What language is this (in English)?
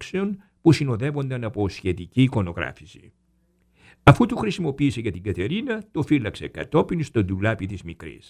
Greek